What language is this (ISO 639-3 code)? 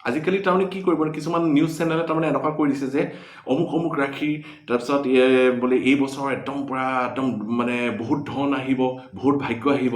asm